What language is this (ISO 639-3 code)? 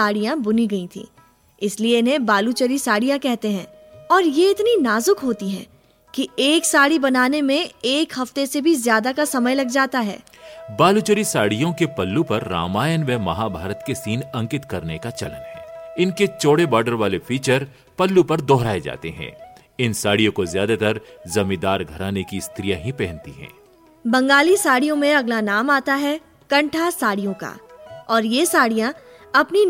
hin